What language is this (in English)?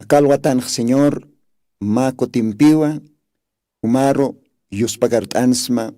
Aymara